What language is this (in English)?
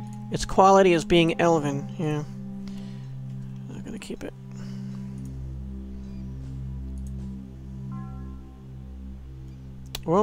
English